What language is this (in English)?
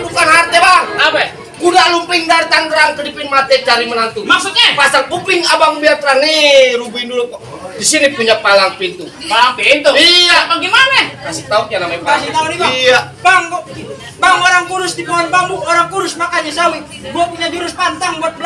Betawi